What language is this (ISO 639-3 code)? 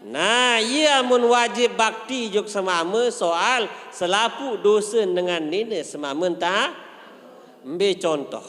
sas